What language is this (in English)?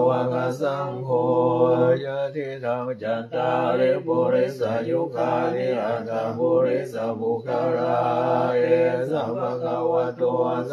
Pali